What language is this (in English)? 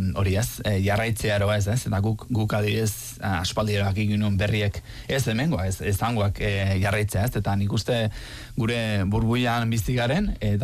Basque